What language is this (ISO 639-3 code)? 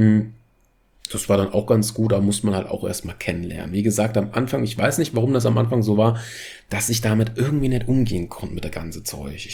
deu